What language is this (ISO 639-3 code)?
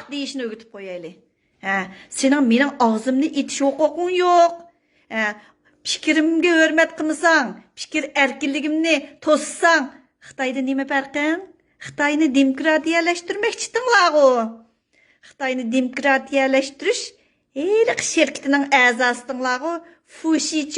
uig